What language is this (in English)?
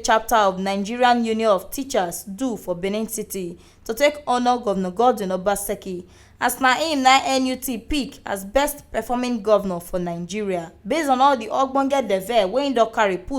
Nigerian Pidgin